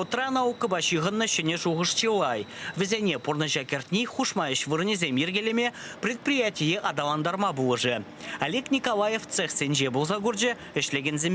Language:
Chuvash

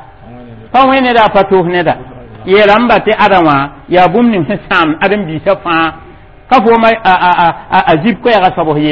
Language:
Mossi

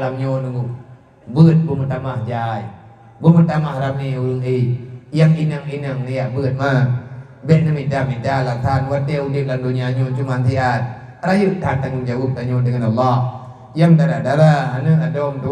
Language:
Achinese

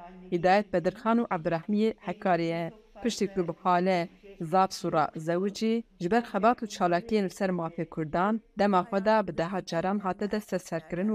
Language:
Kurdish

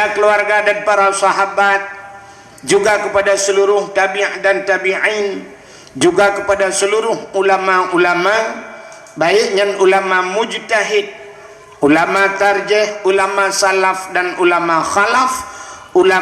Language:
Achinese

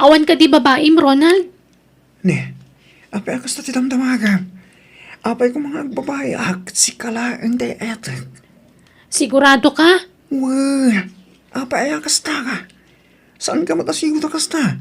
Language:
Iloko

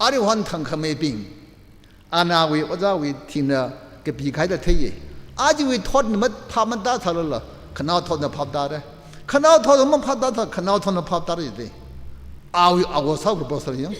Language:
Tangkhul Naga (India)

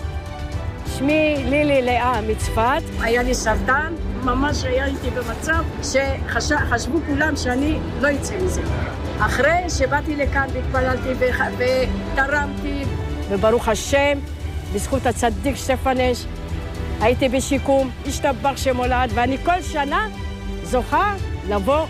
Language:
Hebrew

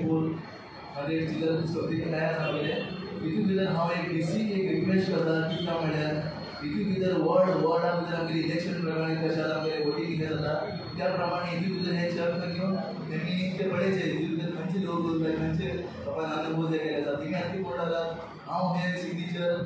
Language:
Konkani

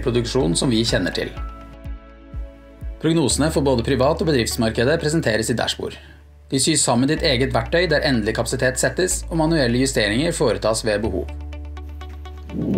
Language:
Norwegian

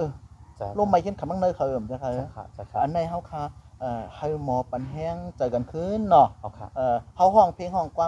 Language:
Shan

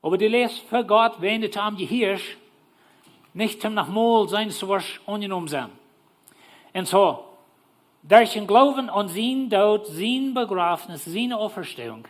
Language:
Plautdietsch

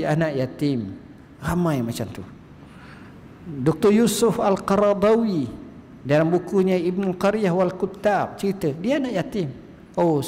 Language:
Malay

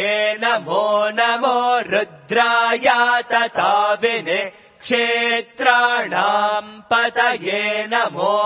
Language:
Sanskrit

